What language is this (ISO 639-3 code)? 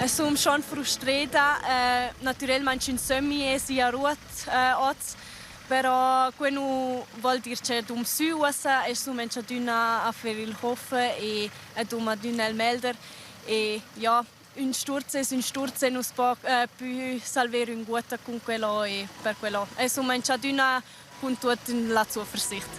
roh